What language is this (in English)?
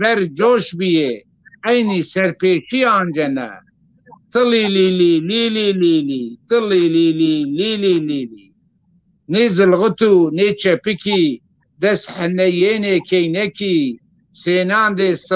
Zaza